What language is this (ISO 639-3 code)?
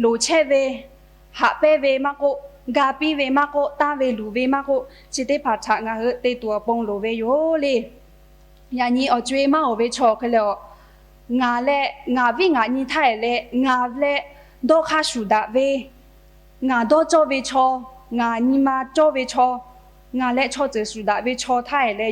lhu